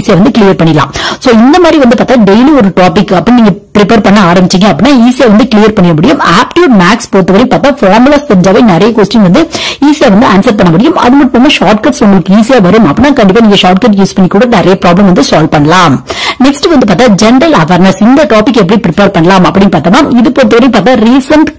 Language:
Tamil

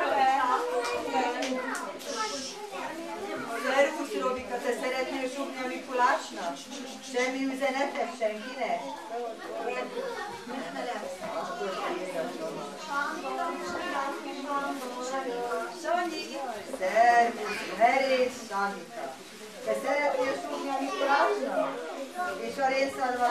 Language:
Hungarian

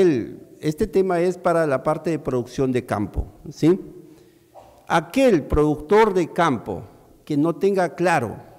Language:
Spanish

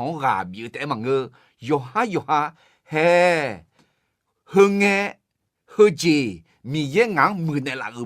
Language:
Akha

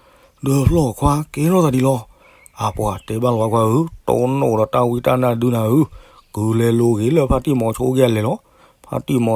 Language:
S'gaw Karen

